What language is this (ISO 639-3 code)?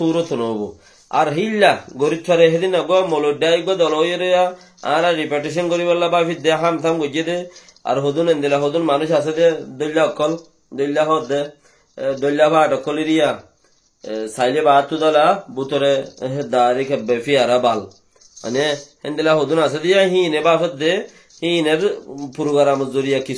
rhg